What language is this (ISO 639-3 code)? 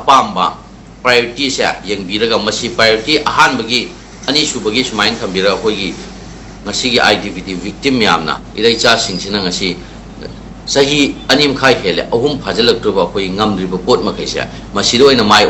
mni